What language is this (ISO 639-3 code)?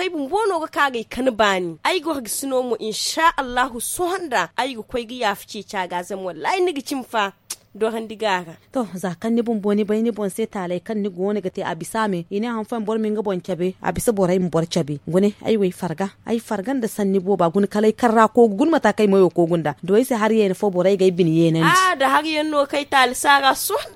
dje